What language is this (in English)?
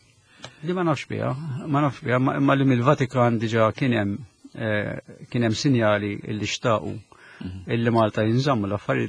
Maltese